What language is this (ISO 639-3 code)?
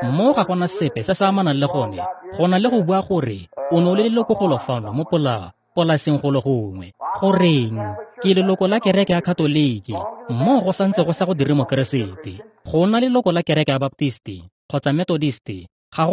tsn